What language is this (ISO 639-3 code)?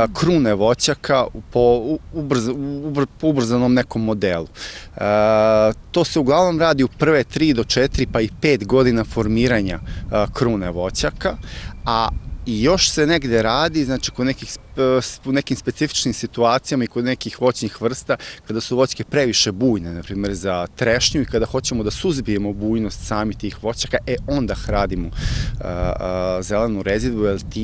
srp